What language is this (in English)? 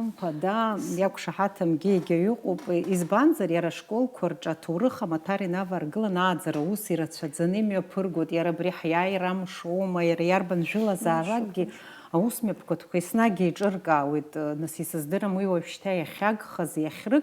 Abkhazian